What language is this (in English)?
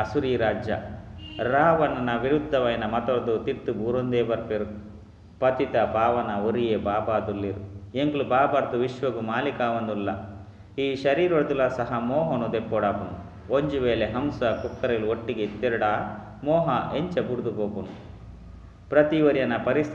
Tulu